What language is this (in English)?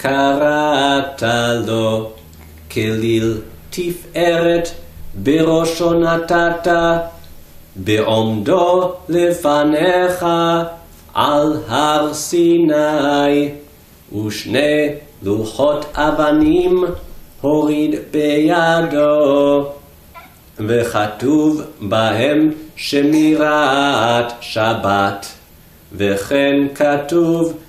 Hebrew